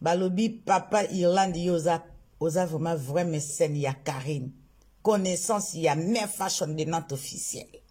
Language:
Lingala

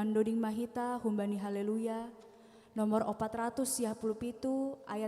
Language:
Batak Simalungun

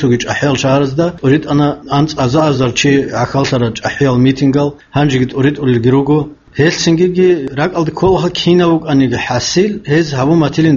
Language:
Avaric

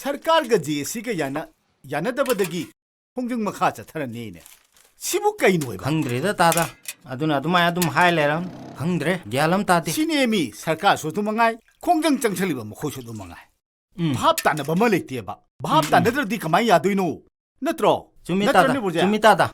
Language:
Manipuri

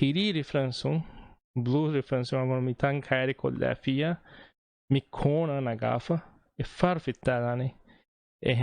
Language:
Divehi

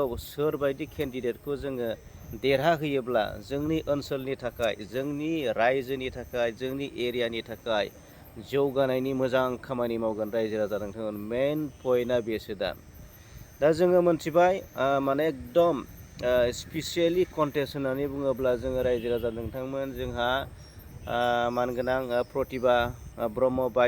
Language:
Bodo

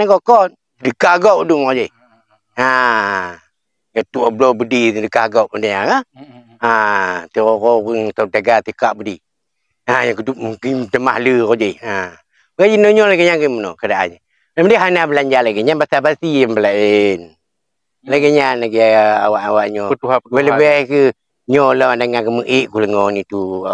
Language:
Achinese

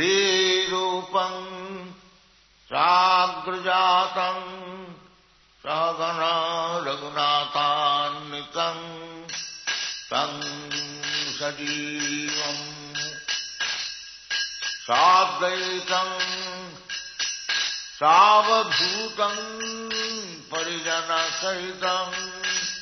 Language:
Italian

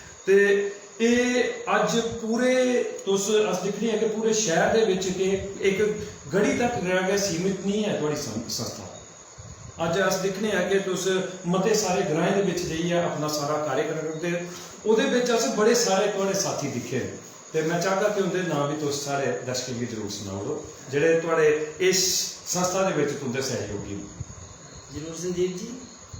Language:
Dogri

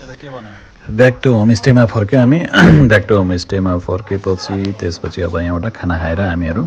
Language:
Nepali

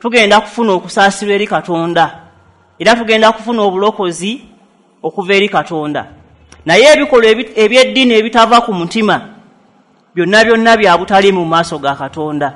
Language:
Ganda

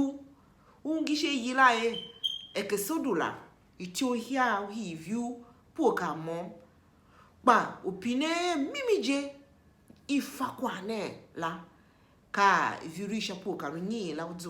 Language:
Tiv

